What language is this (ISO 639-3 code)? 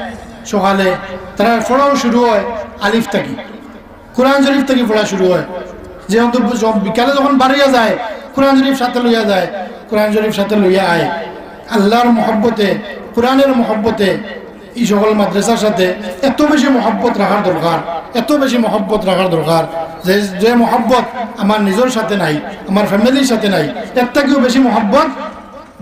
syl